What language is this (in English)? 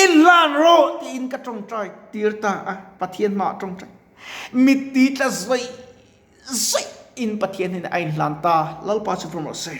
Mizo